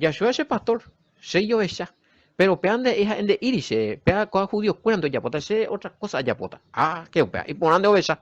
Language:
Guarani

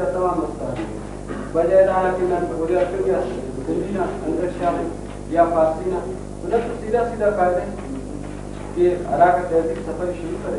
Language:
Brahui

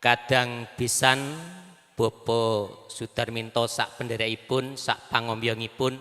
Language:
Javanese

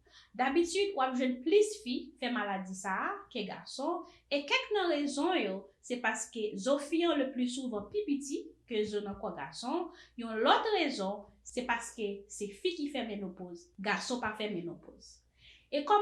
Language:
Haitian Creole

